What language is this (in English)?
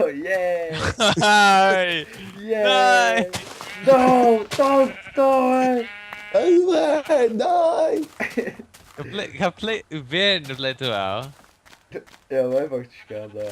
Faroese